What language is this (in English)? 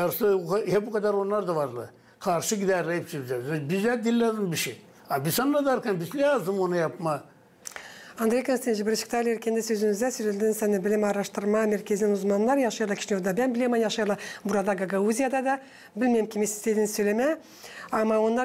Gagauz